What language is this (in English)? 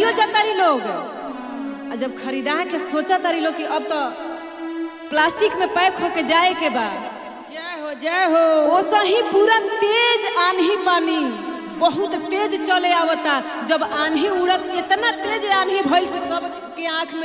Bhojpuri